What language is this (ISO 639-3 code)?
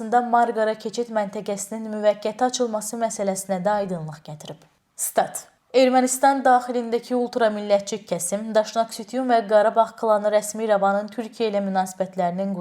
aze